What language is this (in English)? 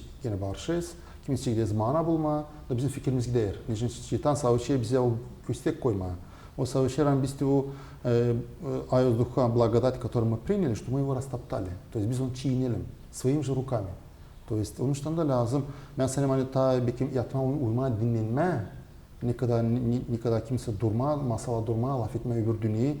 Gagauz